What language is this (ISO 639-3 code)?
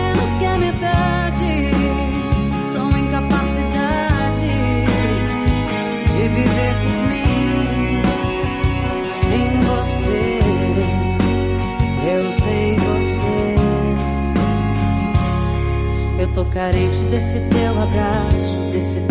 por